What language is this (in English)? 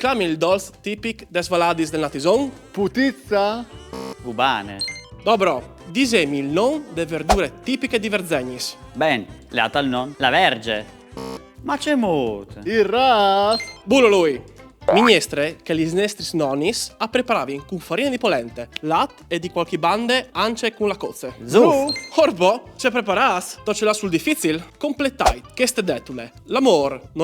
Friulian